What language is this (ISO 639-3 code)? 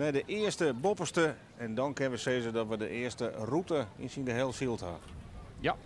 fry